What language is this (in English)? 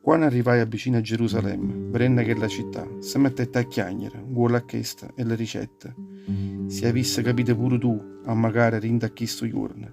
Neapolitan